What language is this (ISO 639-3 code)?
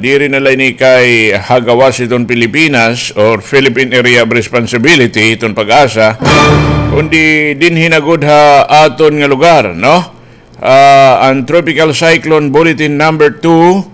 war